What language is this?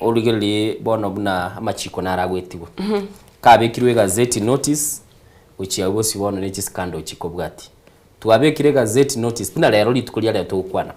Gusii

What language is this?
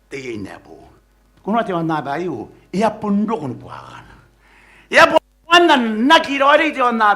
Gilbertese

